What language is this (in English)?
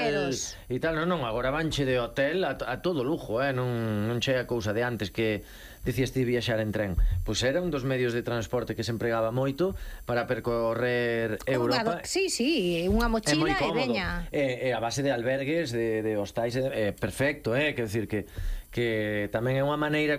Galician